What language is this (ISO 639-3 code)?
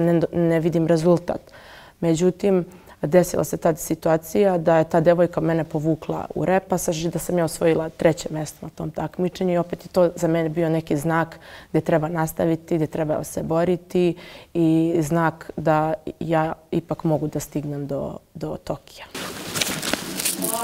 srp